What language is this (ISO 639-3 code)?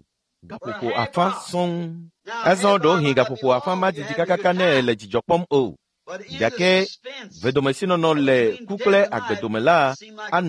ewe